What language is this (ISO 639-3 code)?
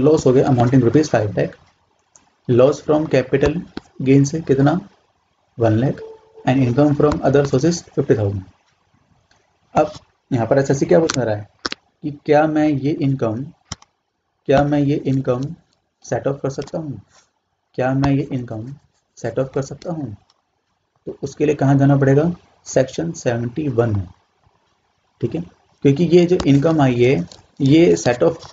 hin